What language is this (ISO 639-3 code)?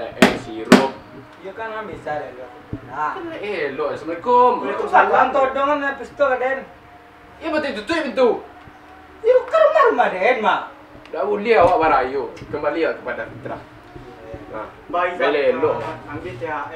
min